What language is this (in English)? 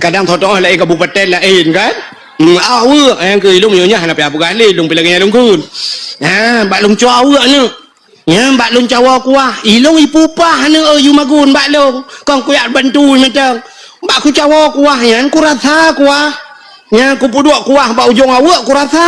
Achinese